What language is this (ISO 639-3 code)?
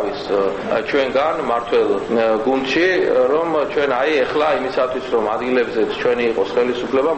kat